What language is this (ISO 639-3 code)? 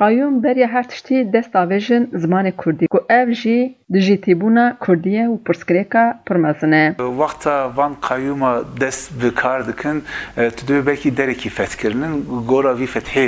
kur